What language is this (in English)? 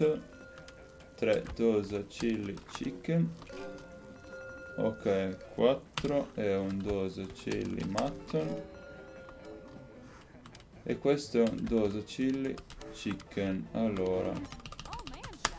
Italian